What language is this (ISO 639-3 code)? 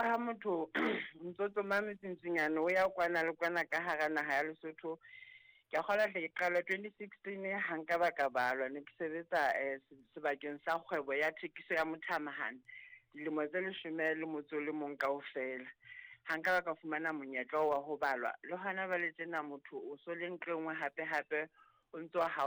sot